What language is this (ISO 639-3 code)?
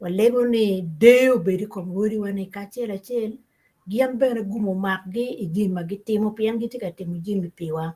ach